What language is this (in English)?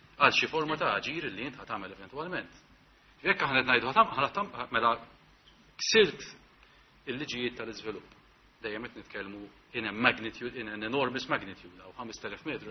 Maltese